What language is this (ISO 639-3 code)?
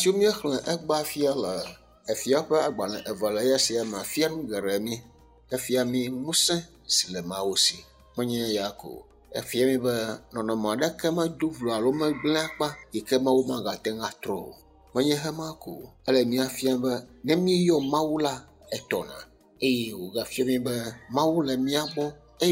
ewe